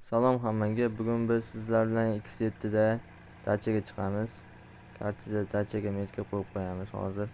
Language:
Uzbek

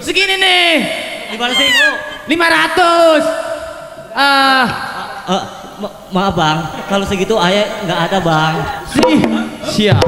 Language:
Betawi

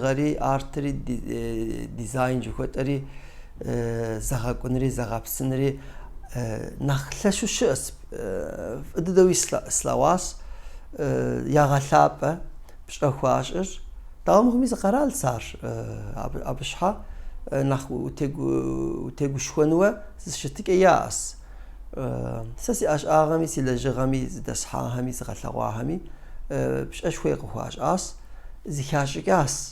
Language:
Kabardian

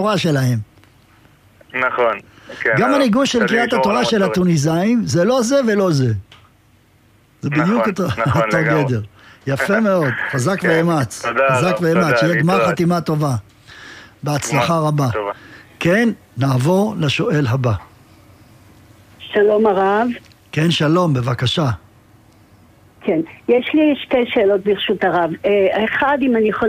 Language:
Hebrew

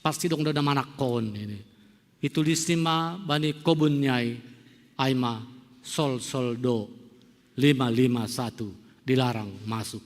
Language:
Batak Simalungun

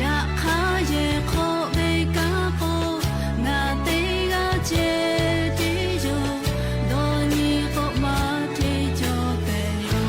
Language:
Lahu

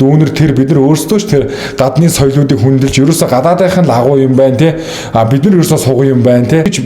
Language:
Mongolian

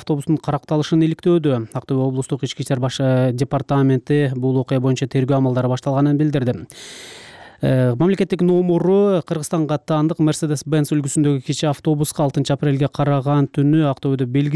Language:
Kyrgyz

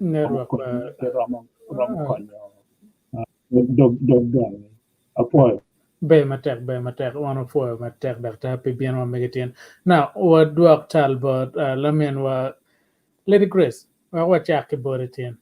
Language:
Acoli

